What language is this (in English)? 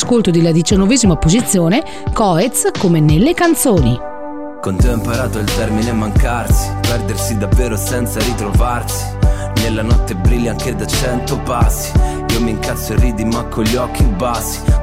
Italian